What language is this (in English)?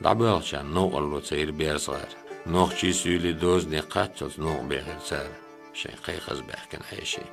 Chechen